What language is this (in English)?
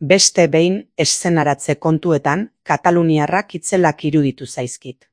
Basque